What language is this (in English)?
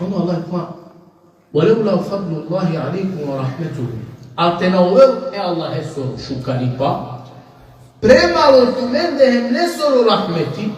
Balkan Romani